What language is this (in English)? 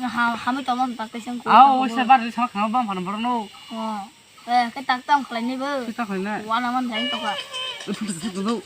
Kok Borok